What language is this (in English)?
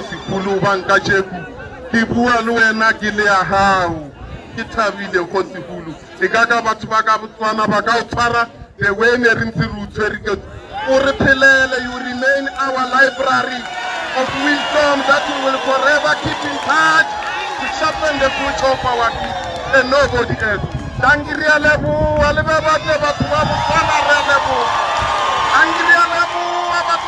Tswana